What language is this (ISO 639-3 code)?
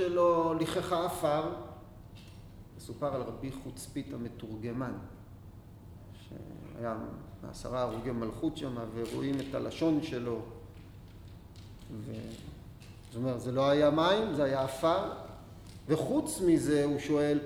heb